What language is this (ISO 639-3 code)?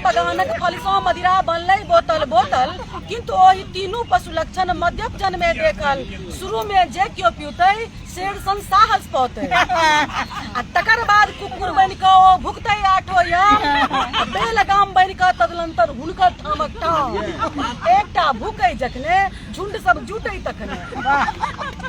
mai